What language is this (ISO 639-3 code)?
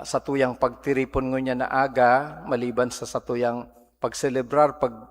bik